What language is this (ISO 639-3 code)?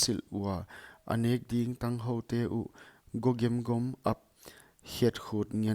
pck